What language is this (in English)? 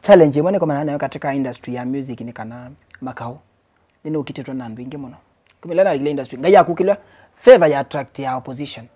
Kamba